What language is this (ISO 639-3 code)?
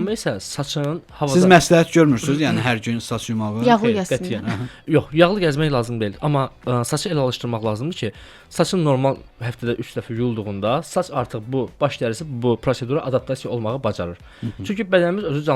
aze